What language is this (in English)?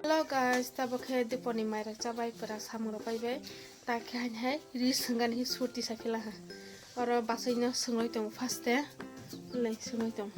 Kok Borok